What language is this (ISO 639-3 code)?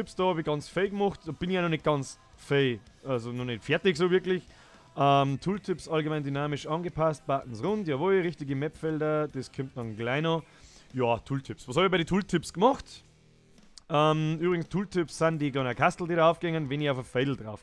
bar